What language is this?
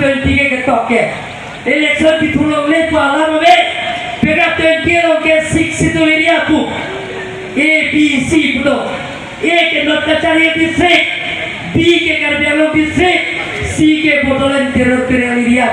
Karbi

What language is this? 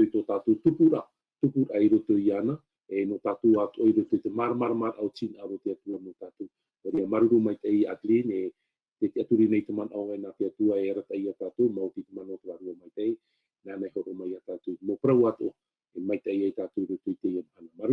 Tahitian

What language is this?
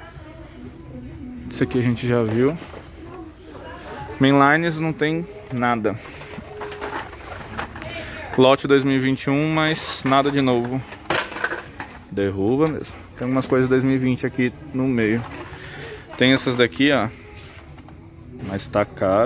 Portuguese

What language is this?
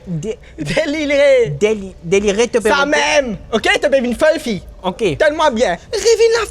Morisyen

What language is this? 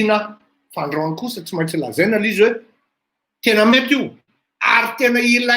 Malagasy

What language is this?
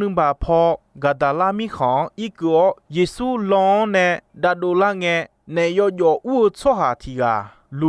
Akha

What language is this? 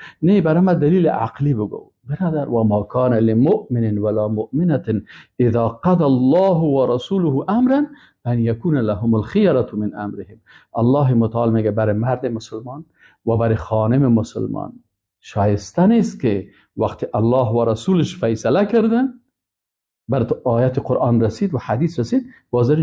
Persian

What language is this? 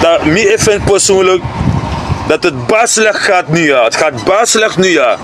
Sranan Tongo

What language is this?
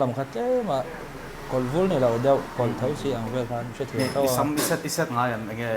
Mizo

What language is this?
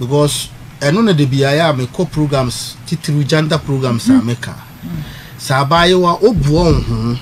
Akan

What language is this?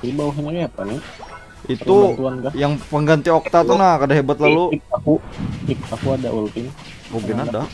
Banjar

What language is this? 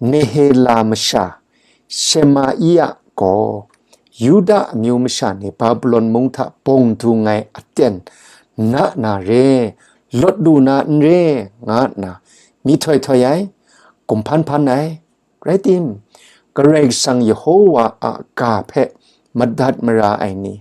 Kachin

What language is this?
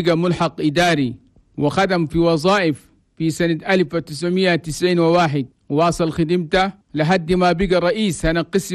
Chadian Arabic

